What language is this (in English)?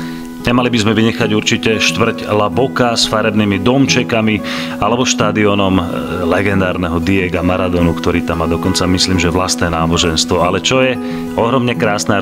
Slovak